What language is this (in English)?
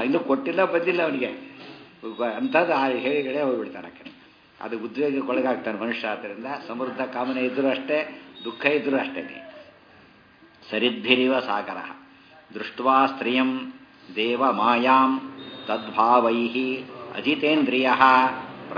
Kannada